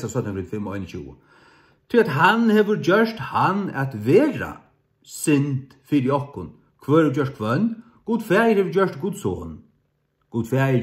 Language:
Faroese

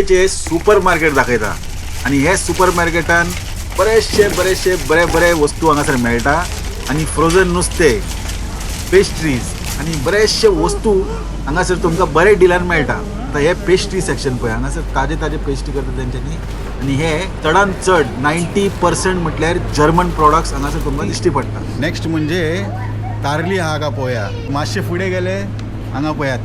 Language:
Konkani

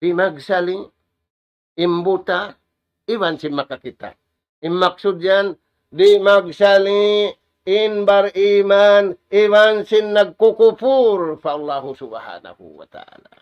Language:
Tausug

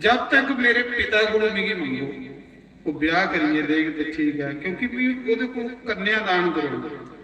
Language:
Dogri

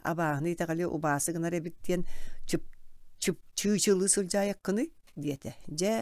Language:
Yakut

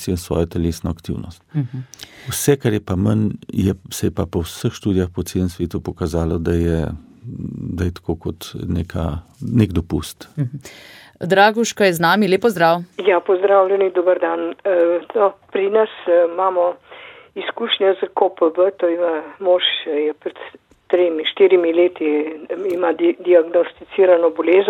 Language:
Slovenian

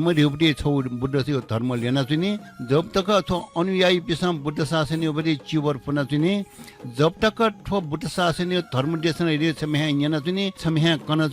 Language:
Newari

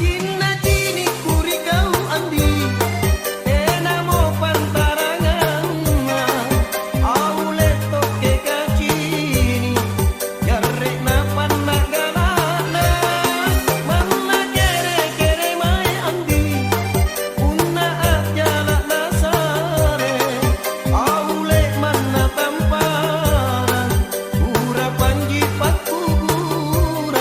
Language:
Makasar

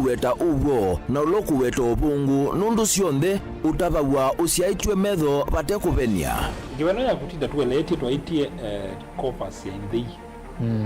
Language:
Kamba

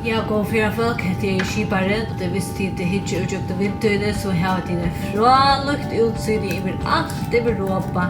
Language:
Faroese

